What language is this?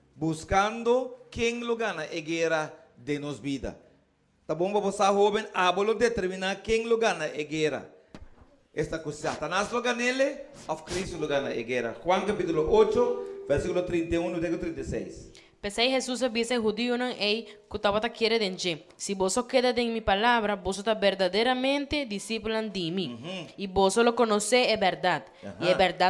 Papiamento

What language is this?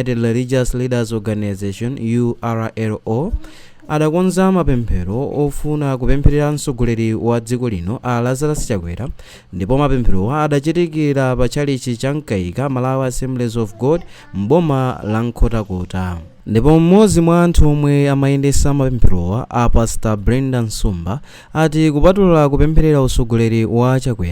Nyanja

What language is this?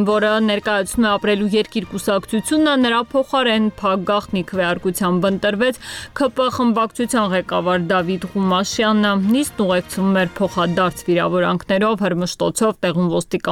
Armenian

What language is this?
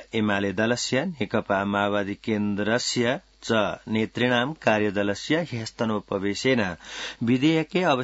Sanskrit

